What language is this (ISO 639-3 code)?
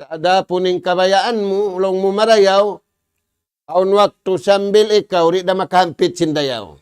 tsg